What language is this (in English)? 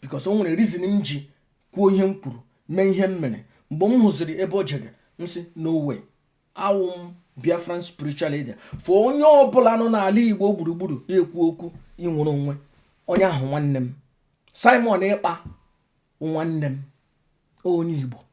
Igbo